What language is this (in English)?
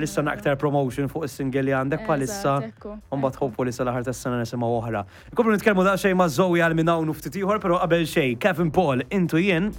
Maltese